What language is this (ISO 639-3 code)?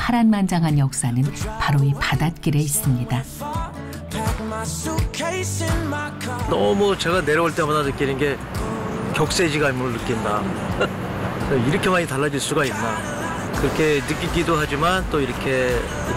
kor